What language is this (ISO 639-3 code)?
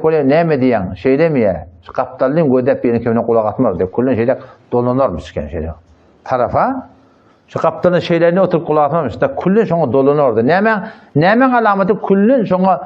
tuk